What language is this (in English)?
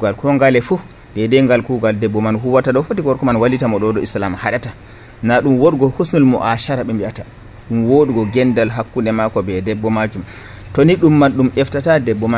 Nigerian Fulfulde